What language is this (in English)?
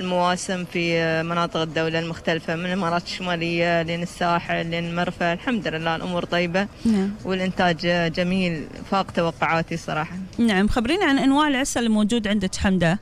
Gulf Arabic